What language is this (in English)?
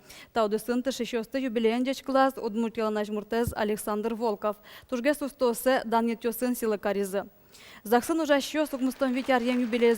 Udmurt